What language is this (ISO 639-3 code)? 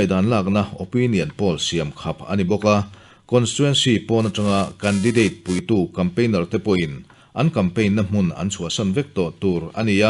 lus